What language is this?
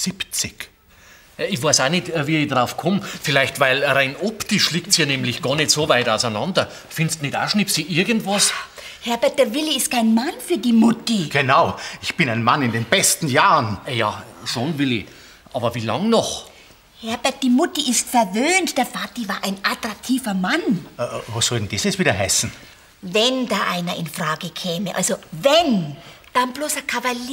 Bavarian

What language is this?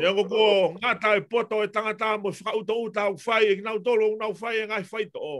Tongan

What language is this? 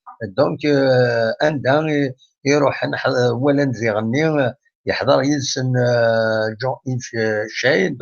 Kabyle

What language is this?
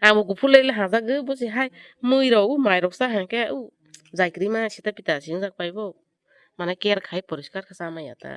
Kok Borok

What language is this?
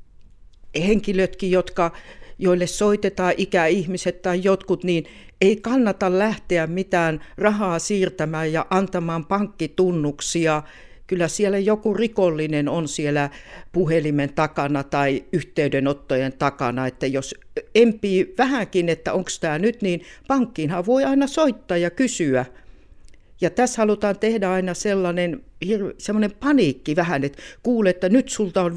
Finnish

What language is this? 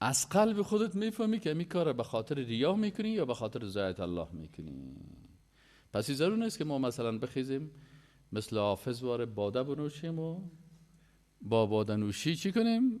Persian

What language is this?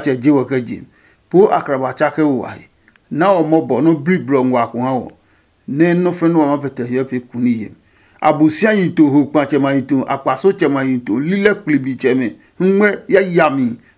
Adangme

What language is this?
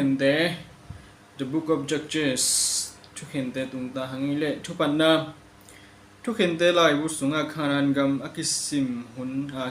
Tedim Chin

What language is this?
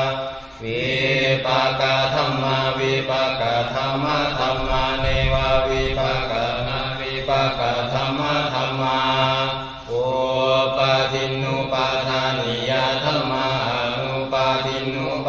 Pali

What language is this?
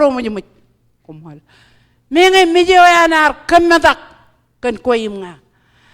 Marshallese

